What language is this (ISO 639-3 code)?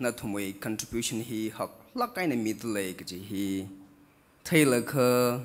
nmf